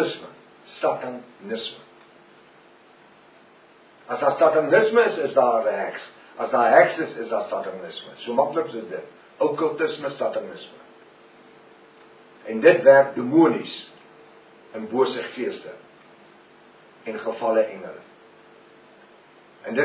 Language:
Afrikaans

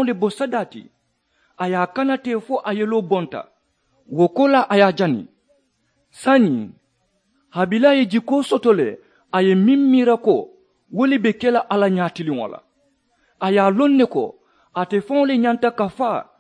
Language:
Mandingo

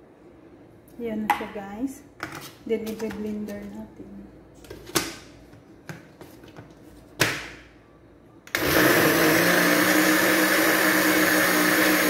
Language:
Filipino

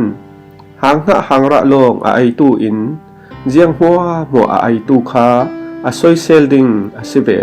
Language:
Falam Chin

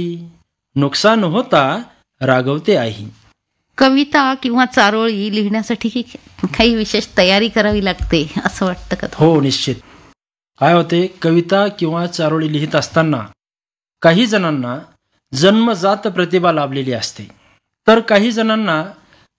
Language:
Marathi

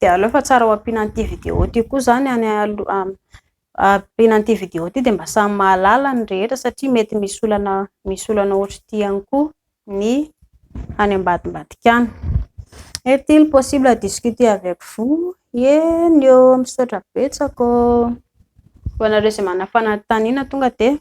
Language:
Malagasy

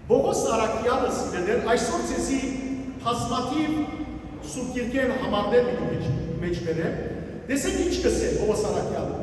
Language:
Western Armenian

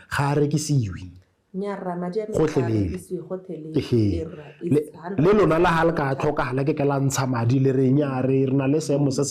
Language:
Tswana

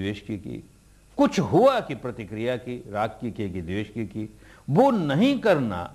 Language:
Hindi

